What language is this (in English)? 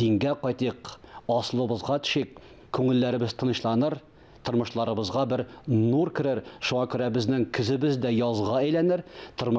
Tatar